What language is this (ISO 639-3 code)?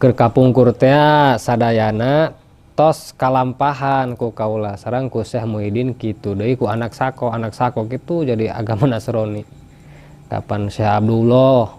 sun